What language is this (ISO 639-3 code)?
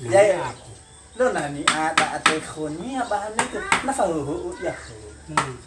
nia